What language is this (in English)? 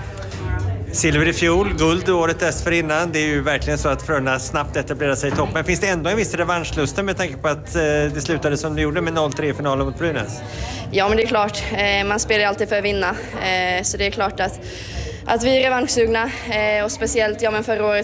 Swedish